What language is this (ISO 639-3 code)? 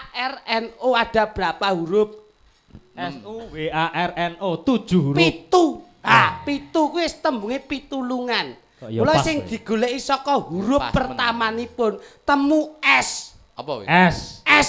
jav